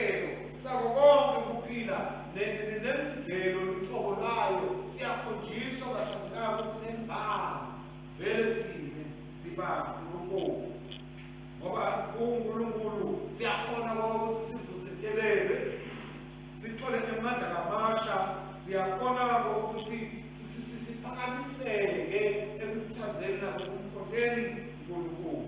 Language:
Swati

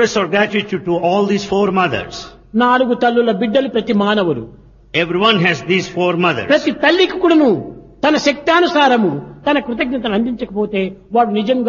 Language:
Telugu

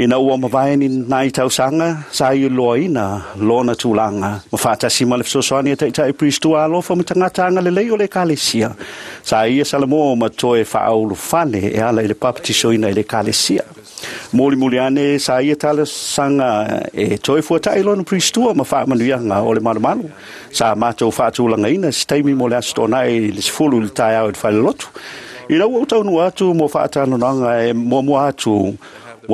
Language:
Samoan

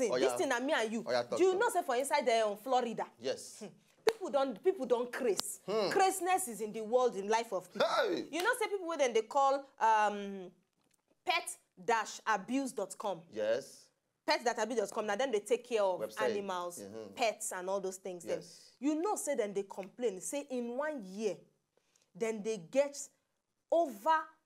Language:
Nigerian Pidgin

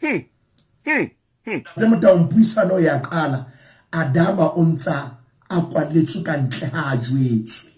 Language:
Southern Sotho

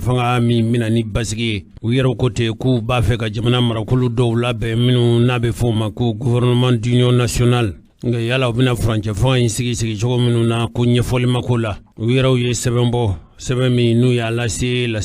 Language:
Bambara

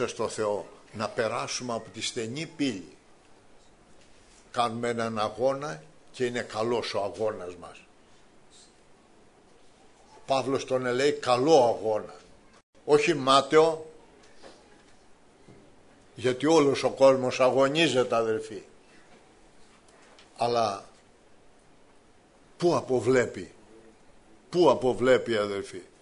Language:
Greek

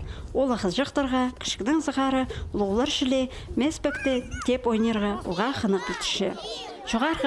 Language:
Khakas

